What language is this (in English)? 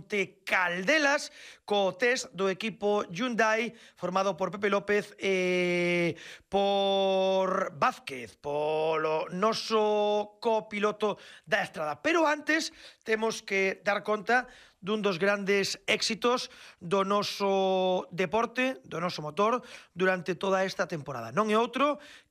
Galician